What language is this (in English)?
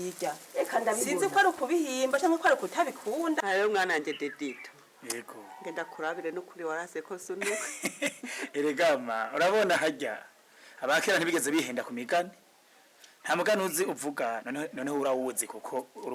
Rundi